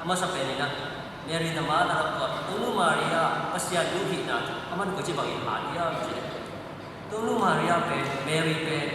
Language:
Tedim Chin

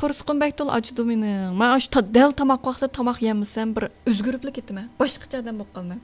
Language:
Uyghur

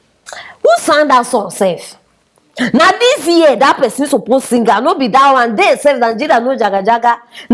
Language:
Nigerian Pidgin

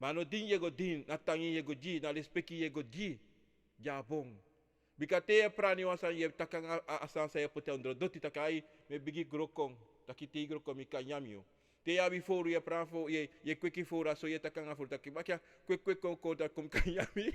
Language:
Sranan Tongo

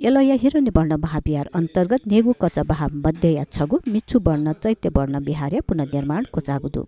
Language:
Newari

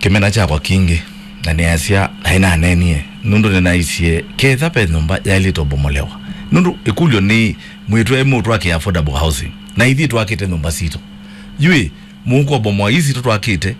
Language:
Kamba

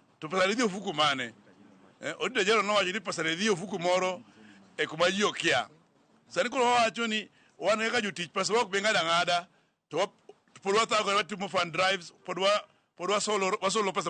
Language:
Luo (Kenya and Tanzania)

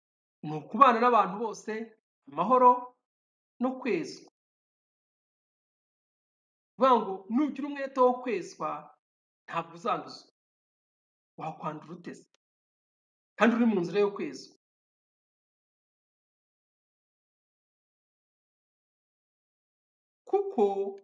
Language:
Kinyarwanda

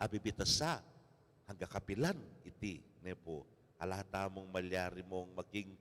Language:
Pampanga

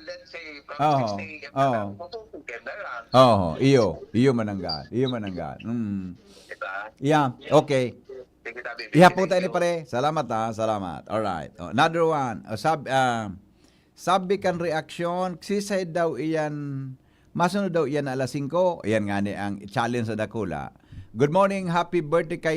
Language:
Bikol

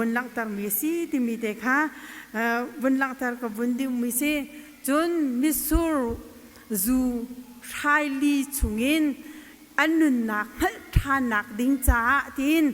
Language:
Hakha Chin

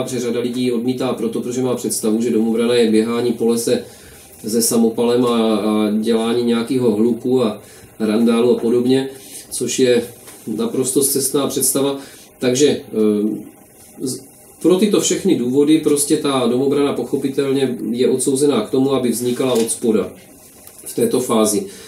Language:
Czech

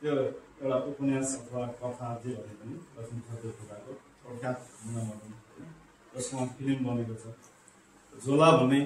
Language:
Nepali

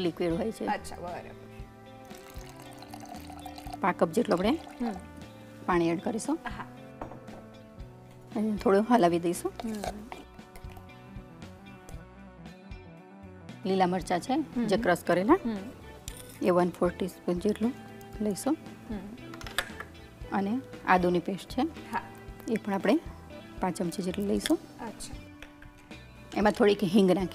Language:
Gujarati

